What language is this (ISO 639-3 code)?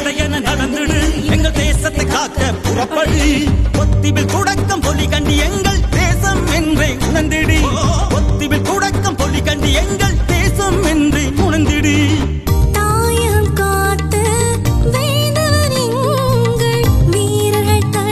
tam